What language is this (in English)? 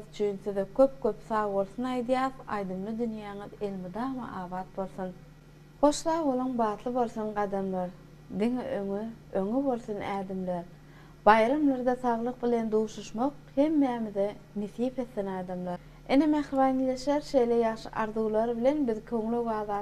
Turkmen